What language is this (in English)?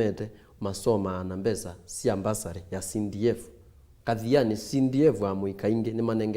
Kamba